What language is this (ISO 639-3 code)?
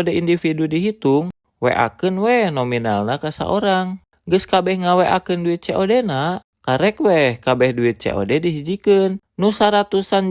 sun